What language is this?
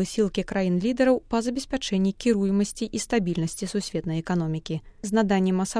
Belarusian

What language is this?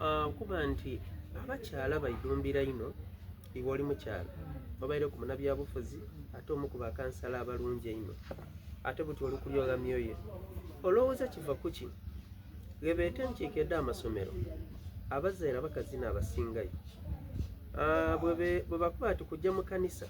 Soga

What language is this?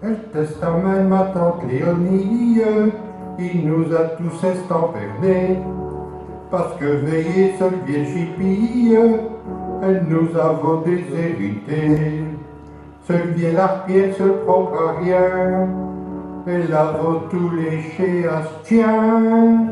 Picard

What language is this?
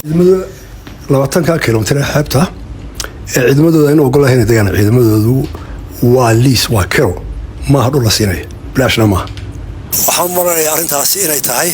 Somali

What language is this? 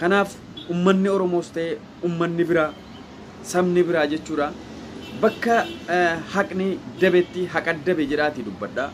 Oromo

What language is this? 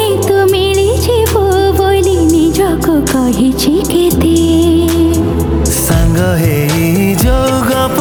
Odia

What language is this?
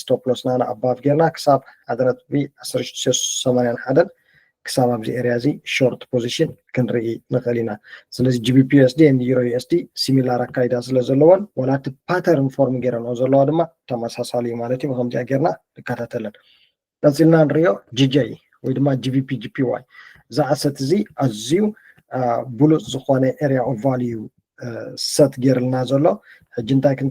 Tigrinya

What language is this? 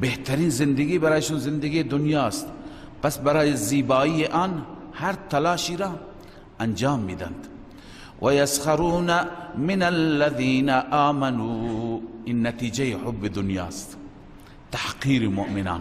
Persian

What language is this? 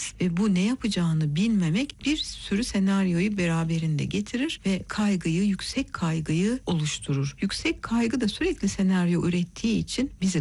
Turkish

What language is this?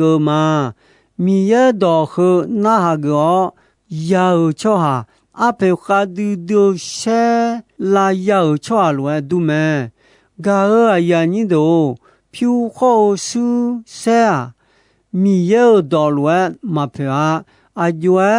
Akha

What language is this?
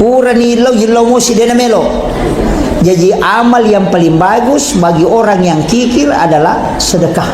Buginese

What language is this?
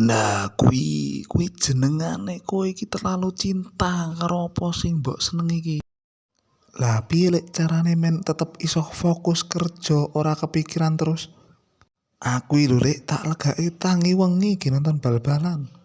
Javanese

